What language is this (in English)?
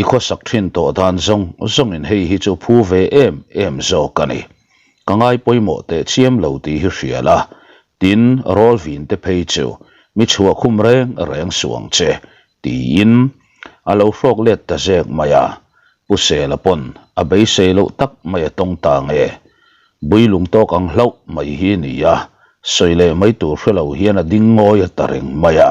Mizo